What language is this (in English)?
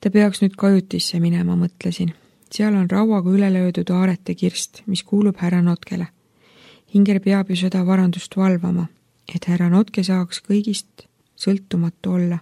Estonian